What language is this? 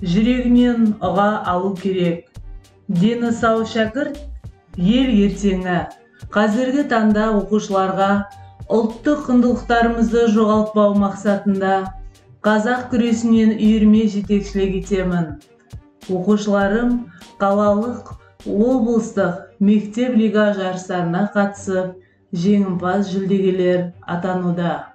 Kazakh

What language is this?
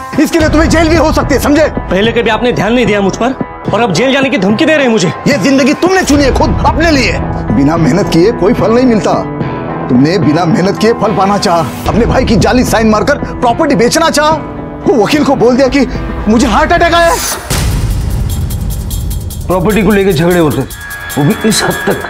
Hindi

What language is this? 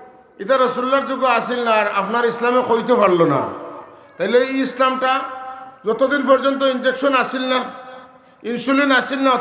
Sylheti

